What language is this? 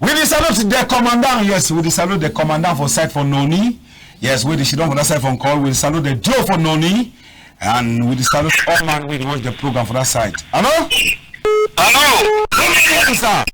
Cameroon Pidgin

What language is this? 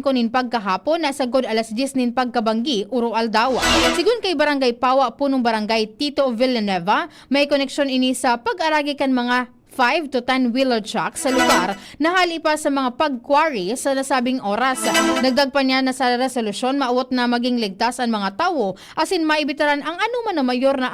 Bikol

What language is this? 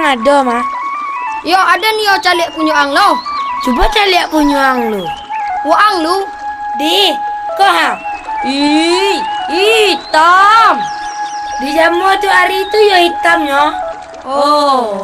Minangkabau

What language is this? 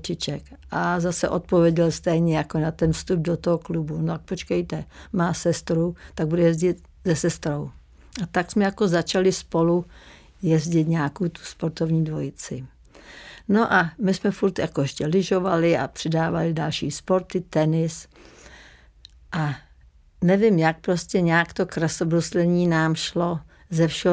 Czech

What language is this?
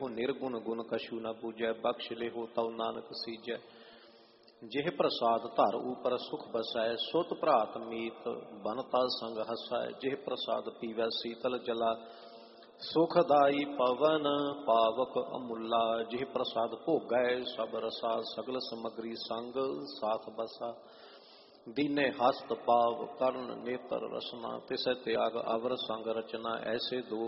Punjabi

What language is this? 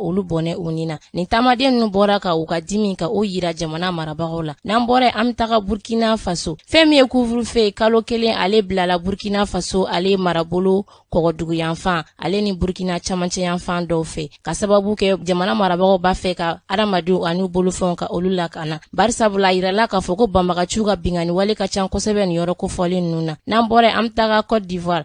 Bambara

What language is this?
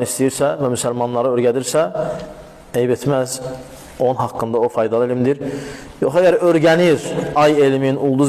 Azerbaijani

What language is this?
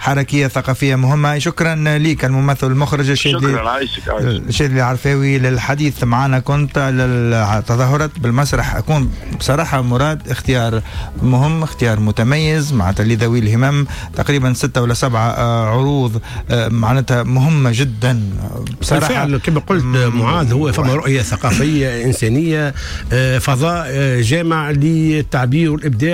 Tunisian Arabic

